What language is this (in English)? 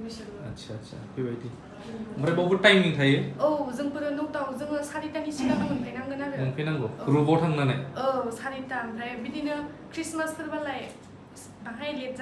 Bodo